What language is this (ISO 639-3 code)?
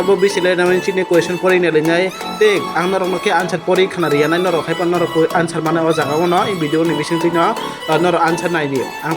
trp